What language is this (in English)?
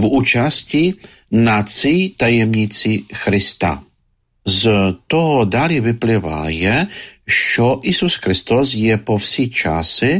Ukrainian